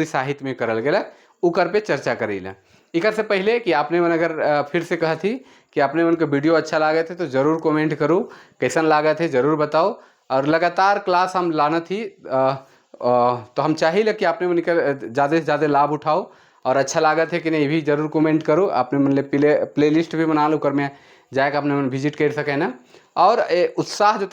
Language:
Sadri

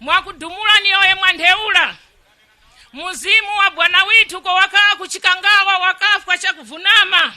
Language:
Nyanja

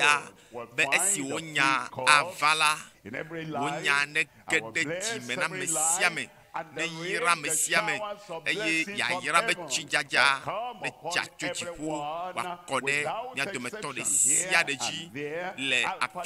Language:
Ewe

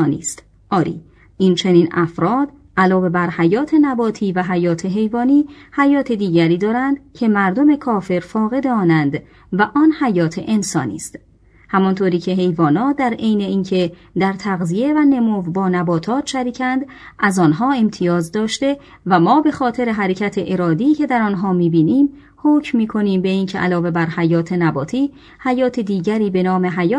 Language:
Persian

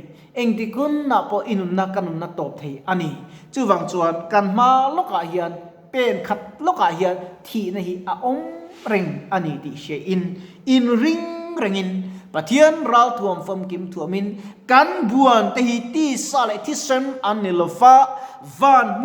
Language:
Mizo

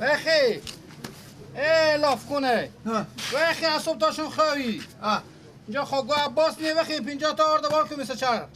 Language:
Persian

